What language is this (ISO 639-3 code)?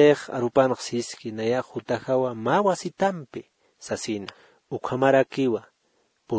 aym